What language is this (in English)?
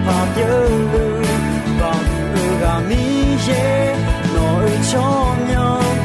Akha